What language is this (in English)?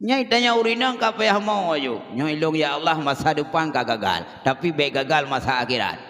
Achinese